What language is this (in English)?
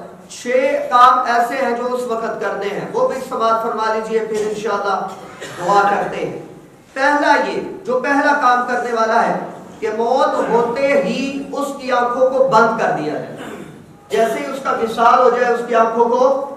Urdu